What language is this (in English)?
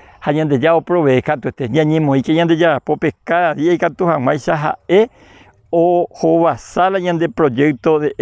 Guarani